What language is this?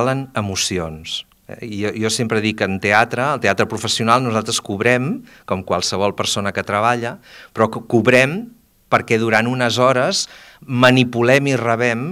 Catalan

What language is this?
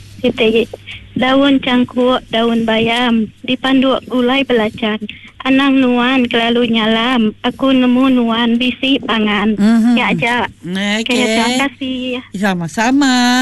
Iban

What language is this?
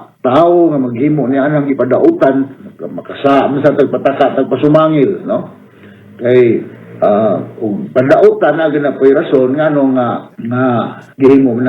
Cebuano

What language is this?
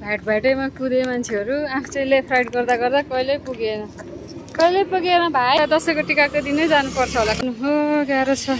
Nepali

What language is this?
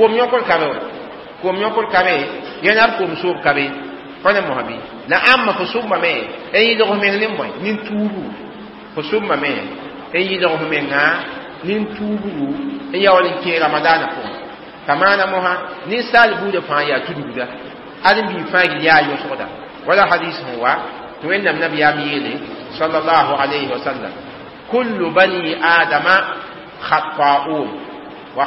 Mossi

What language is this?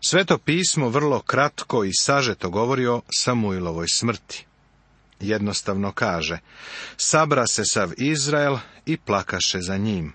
Serbian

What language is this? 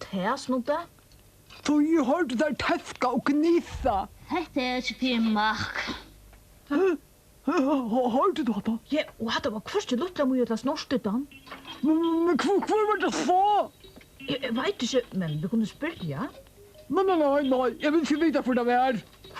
Faroese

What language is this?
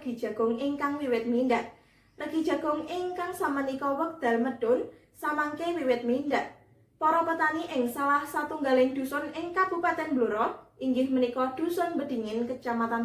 Javanese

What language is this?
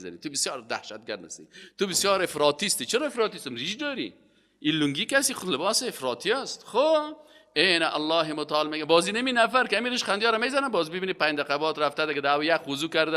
Persian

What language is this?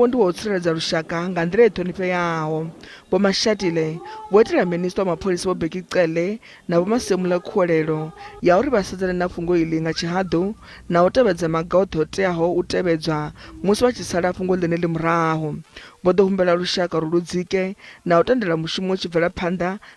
Venda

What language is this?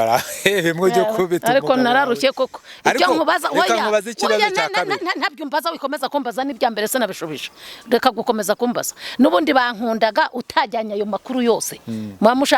Kinyarwanda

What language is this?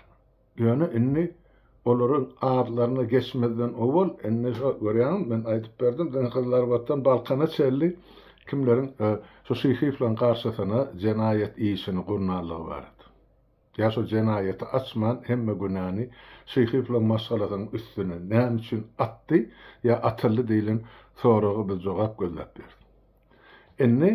Turkmen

